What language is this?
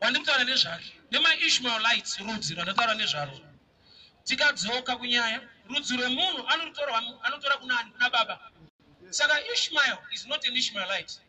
Shona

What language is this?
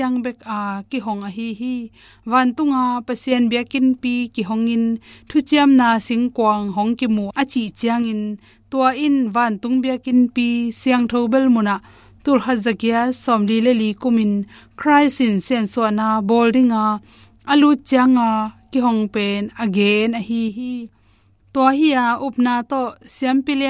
Tedim Chin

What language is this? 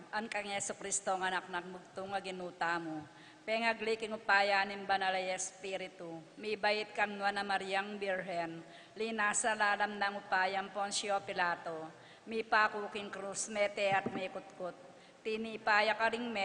Pampanga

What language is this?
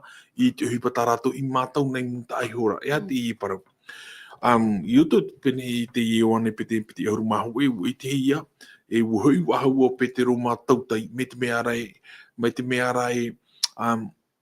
Tahitian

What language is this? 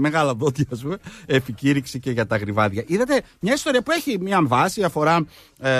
Greek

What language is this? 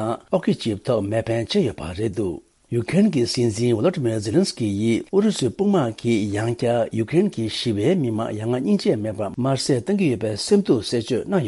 Tibetan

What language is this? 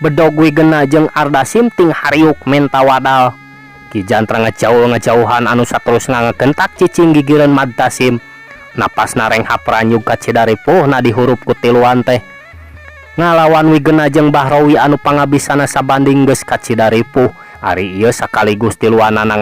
Sundanese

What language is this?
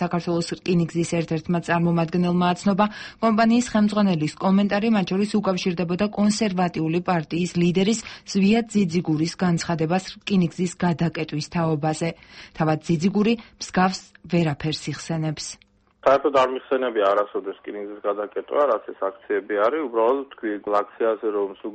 Georgian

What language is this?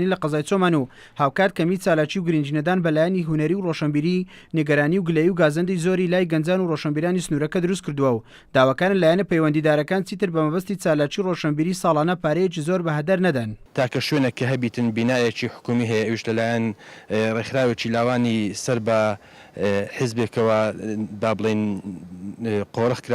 Central Kurdish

